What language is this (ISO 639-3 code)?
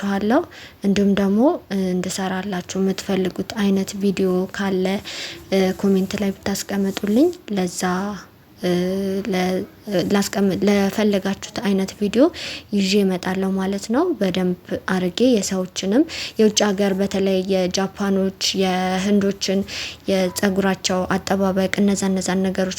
amh